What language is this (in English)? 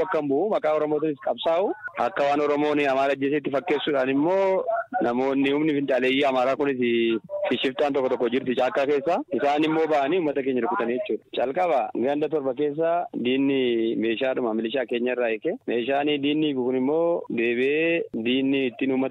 Oromo